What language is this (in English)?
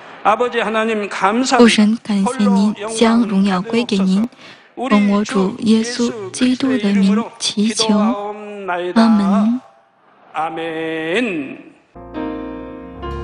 Chinese